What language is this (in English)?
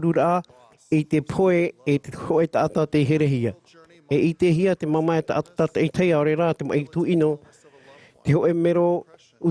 Tahitian